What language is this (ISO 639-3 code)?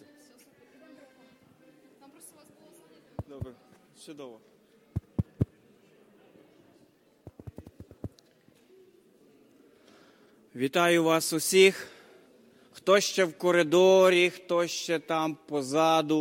ukr